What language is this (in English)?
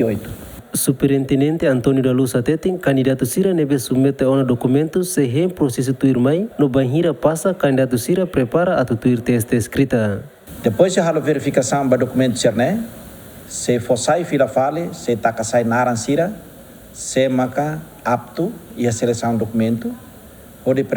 Tetum